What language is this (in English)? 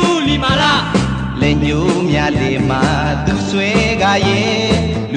Burmese